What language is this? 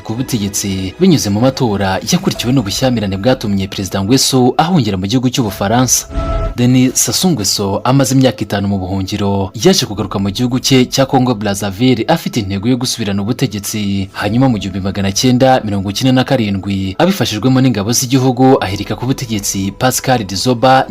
Kinyarwanda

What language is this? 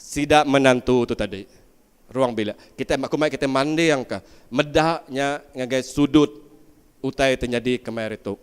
Iban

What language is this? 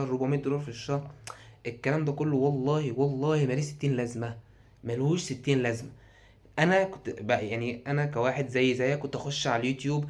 Egyptian Arabic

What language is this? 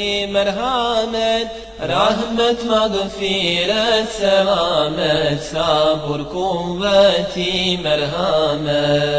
Bosnian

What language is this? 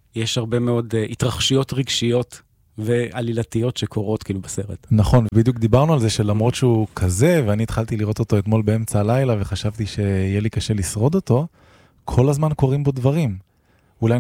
Hebrew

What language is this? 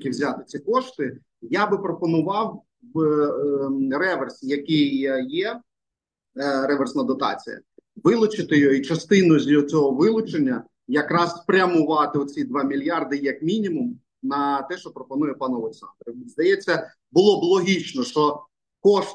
Ukrainian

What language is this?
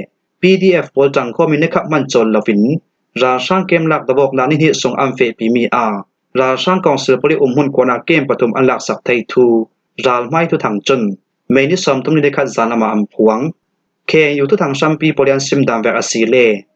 Falam Chin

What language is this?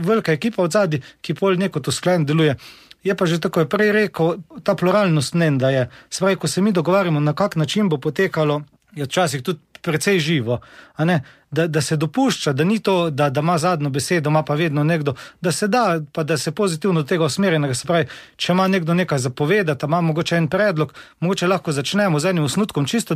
Slovenian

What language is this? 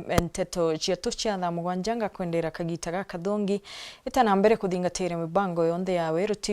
Meru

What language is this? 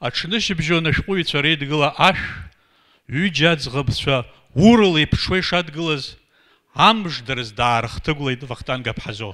Abkhazian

